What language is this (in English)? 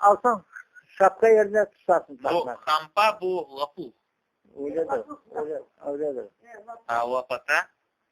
Crimean Tatar